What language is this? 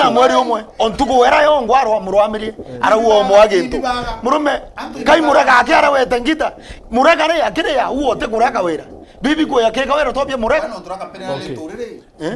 Meru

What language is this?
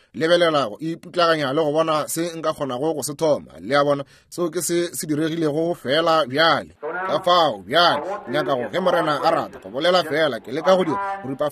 Northern Sotho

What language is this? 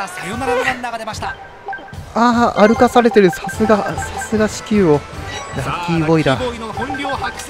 Japanese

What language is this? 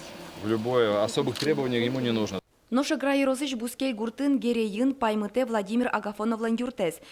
Udmurt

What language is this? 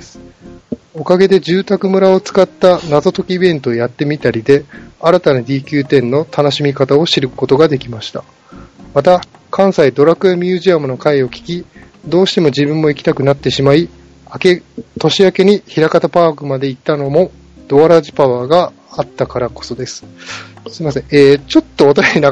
Japanese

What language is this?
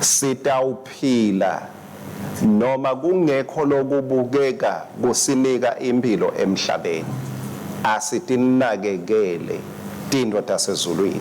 Swati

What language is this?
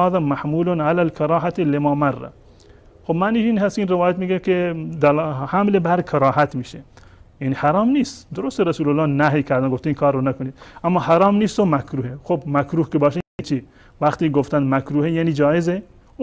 Persian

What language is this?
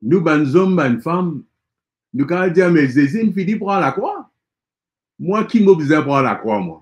Morisyen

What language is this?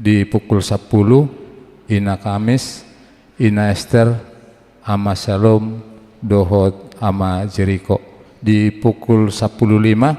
Batak Toba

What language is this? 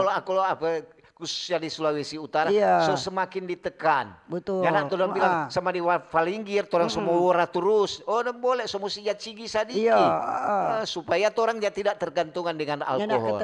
Manado Malay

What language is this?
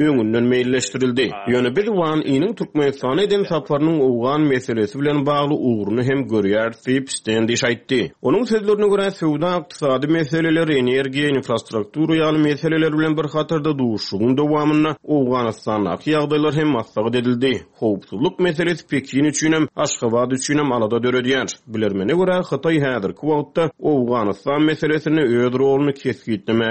Turkmen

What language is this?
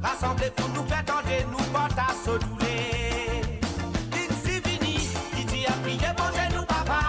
Morisyen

